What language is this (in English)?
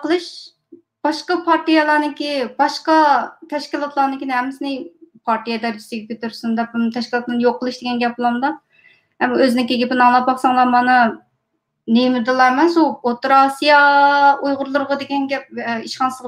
Uyghur